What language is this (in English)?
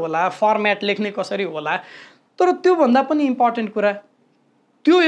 Nepali